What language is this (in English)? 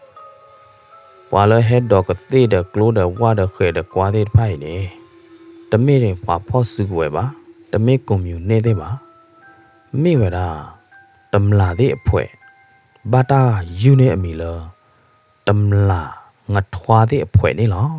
S'gaw Karen